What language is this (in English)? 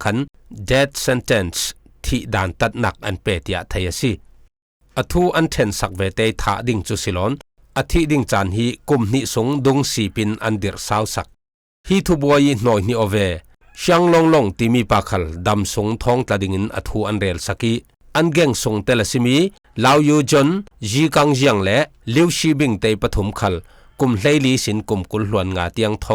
Falam Chin